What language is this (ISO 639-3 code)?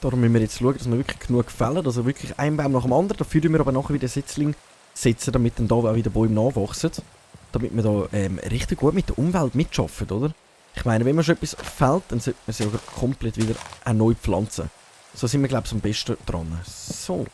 gsw